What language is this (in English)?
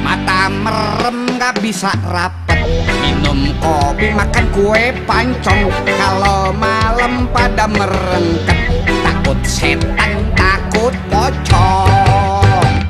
Betawi